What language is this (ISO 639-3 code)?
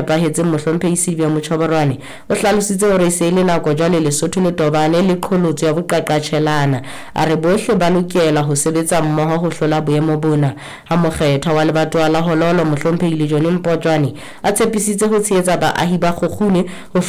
sot